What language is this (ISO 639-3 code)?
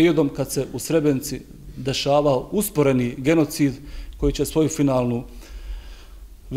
bos